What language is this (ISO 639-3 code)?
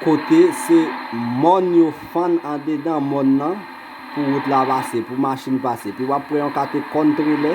hat